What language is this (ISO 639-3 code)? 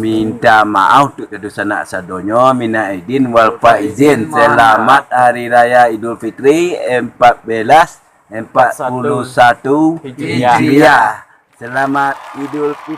min